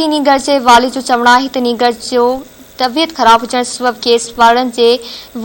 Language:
Sindhi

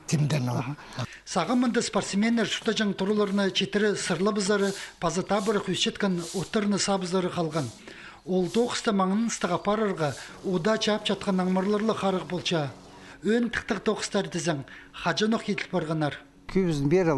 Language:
Khakas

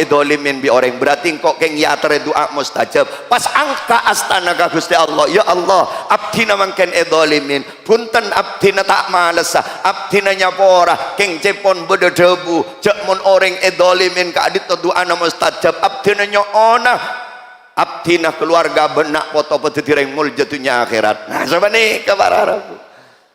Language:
Madurese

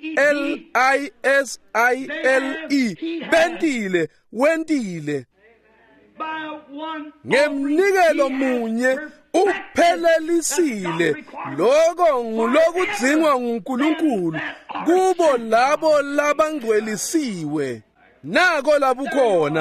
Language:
Swati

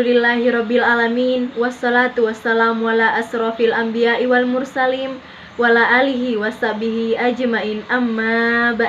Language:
Makasar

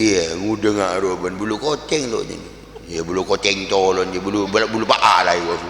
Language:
Madurese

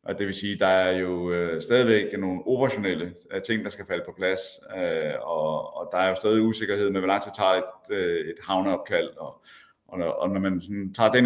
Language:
Danish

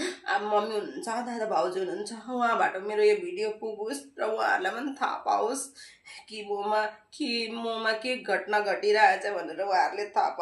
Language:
Nepali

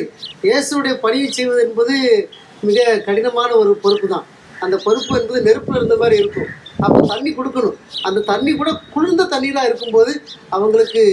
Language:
Tamil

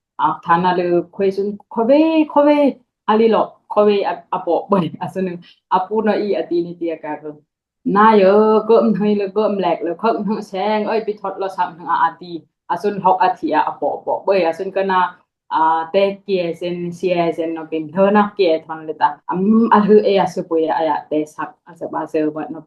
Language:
Dimasa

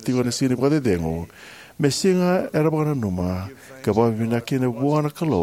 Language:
Fijian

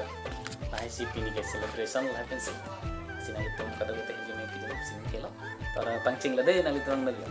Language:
Karbi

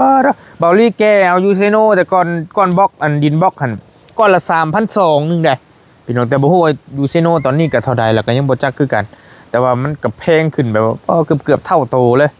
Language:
Northeastern Thai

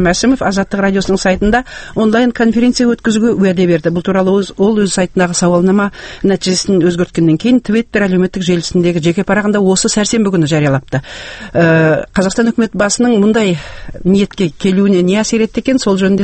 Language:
Kazakh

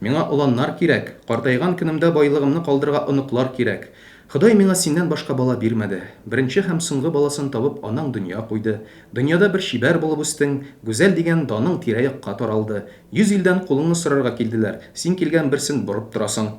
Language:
Tatar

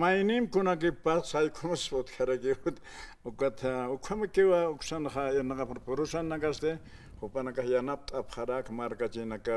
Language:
Aymara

